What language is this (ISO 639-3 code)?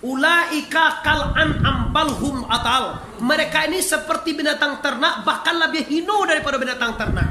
min